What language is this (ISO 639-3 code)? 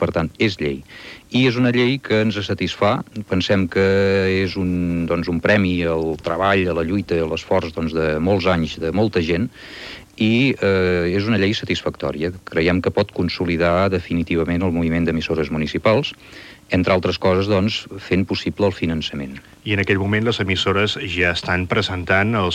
cat